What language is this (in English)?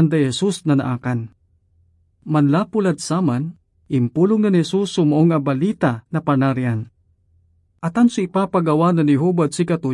Pangasinan